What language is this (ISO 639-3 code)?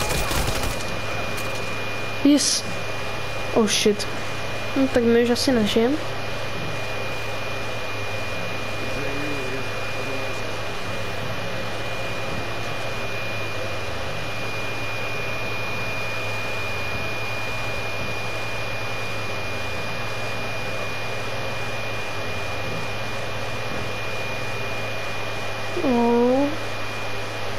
ces